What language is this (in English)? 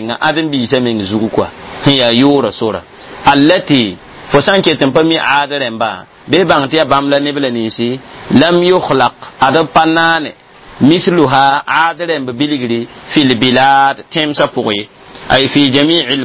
Mossi